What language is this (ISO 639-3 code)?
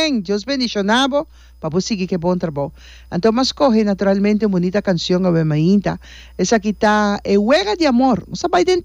pap